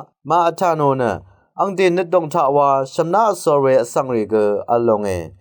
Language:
Rawang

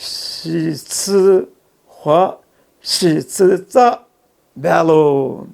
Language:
Lisu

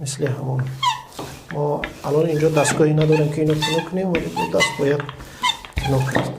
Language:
Tajik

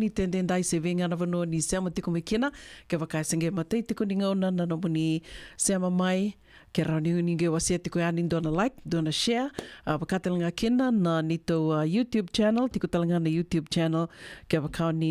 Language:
Fijian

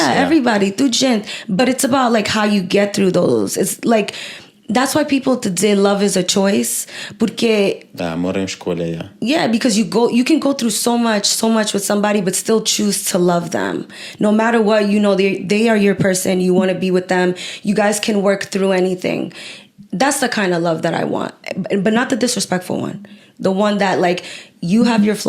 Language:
Kabuverdianu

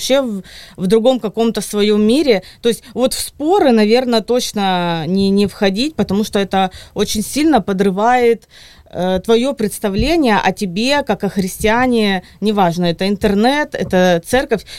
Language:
Russian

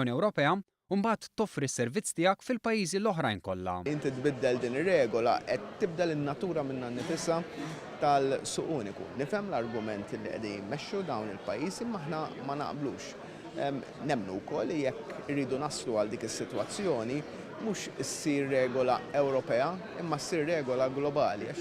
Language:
Maltese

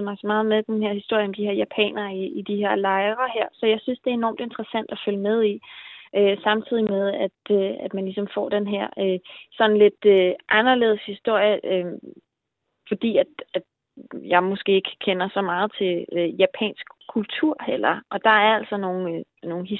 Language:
Danish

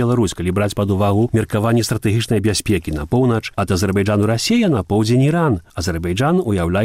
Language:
Belarusian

